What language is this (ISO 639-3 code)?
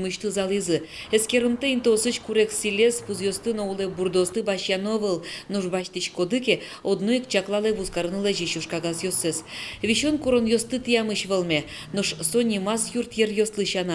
udm